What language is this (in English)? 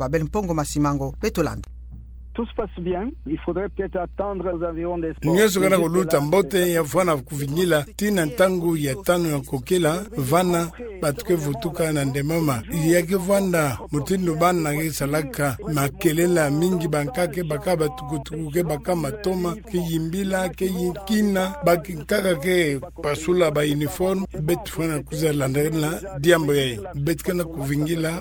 Kituba (Democratic Republic of Congo)